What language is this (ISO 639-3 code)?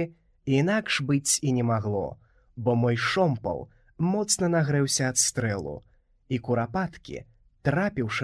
bel